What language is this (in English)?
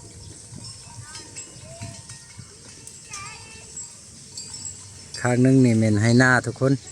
Lao